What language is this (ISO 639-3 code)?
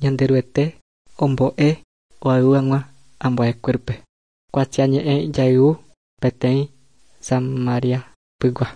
grn